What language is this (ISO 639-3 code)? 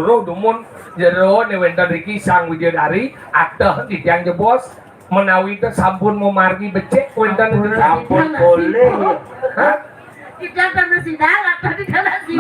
ban